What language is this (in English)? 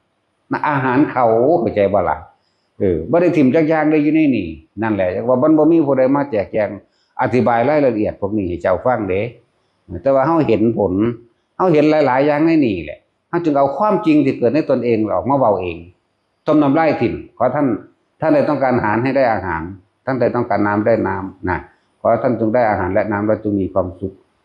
Northeastern Thai